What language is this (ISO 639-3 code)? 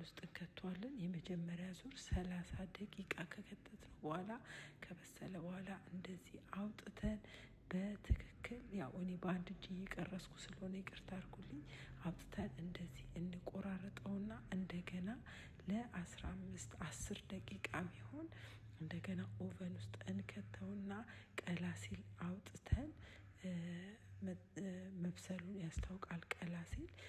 amh